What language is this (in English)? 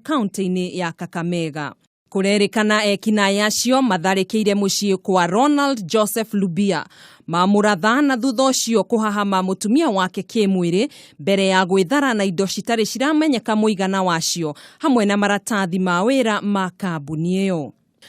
Kikuyu